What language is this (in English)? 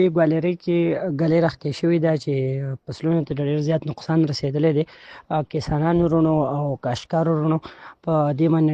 Pashto